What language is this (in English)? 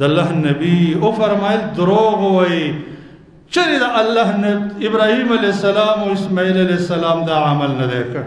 Pashto